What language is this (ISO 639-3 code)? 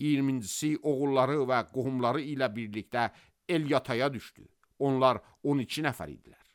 aze